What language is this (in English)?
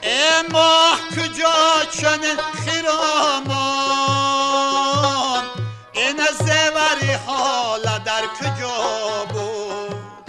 Tajik